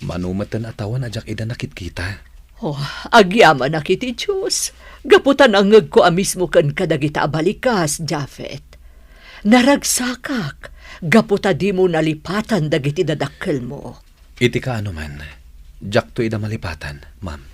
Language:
Iloko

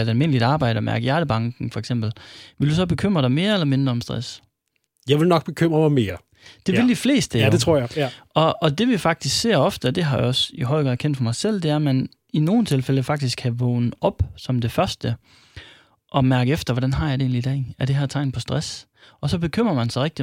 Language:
Danish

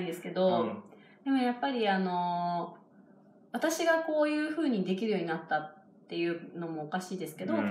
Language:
Japanese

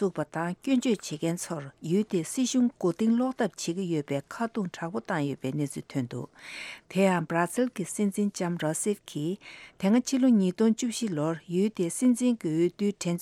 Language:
Tibetan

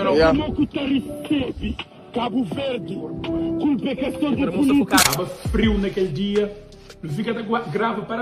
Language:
Kabuverdianu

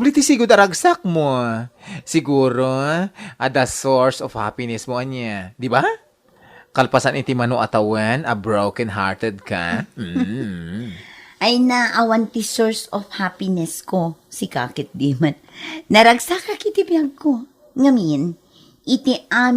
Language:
Iloko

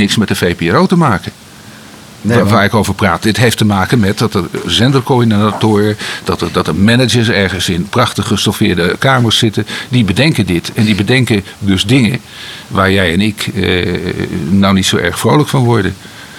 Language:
Dutch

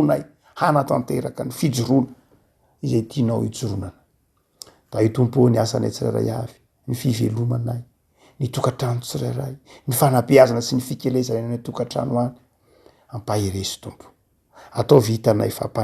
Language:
Malagasy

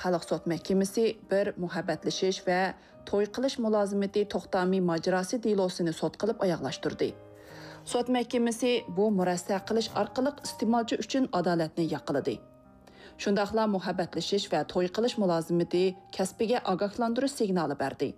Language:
Uyghur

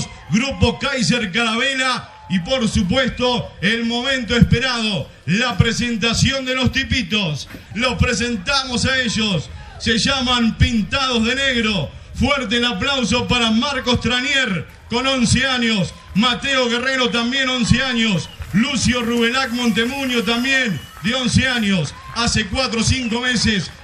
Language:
Spanish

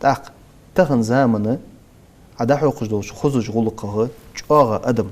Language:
Ingush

